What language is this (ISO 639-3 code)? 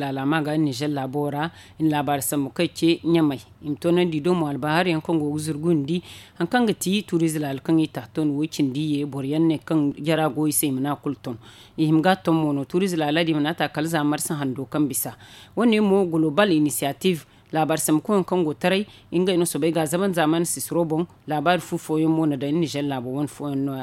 dje